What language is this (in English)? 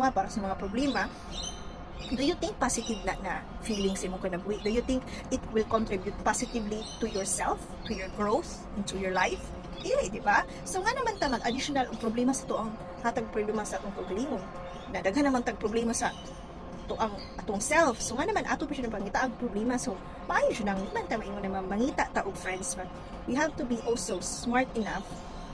Cebuano